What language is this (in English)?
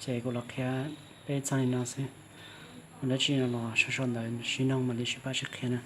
Hmong